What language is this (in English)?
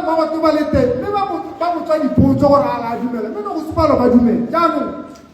Tswana